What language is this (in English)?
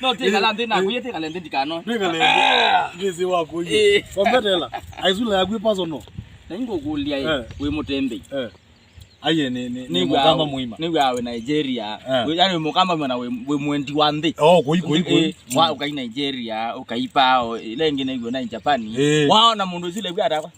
Kamba